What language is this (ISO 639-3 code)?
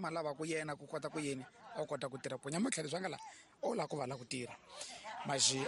tso